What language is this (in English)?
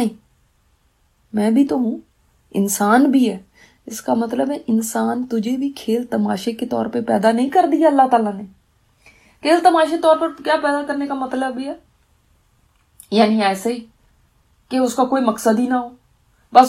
Urdu